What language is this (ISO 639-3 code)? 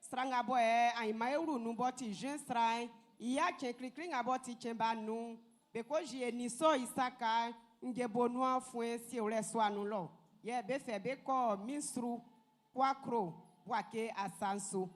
bci